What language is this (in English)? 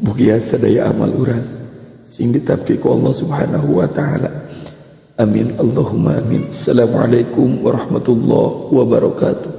Sundanese